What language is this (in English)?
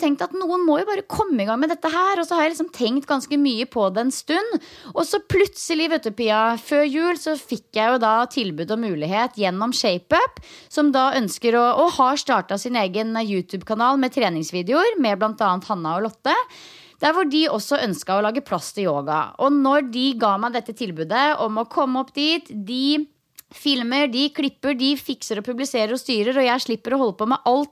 Norwegian